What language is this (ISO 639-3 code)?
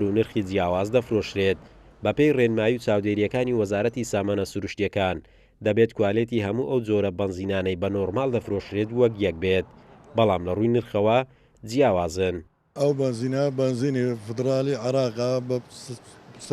ckb